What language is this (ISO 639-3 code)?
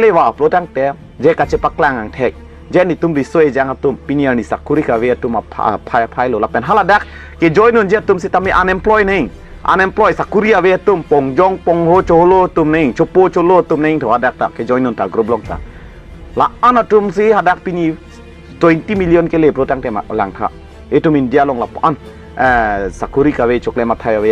mjw